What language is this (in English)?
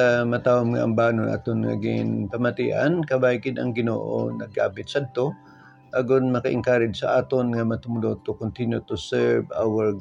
Hiligaynon